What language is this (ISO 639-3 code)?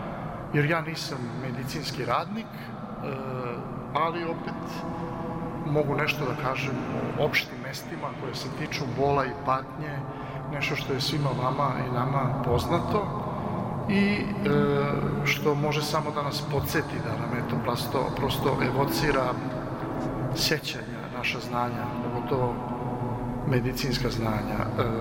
srp